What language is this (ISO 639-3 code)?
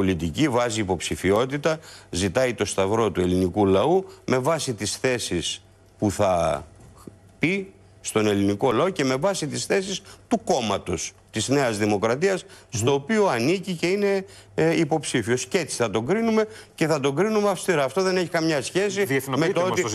ell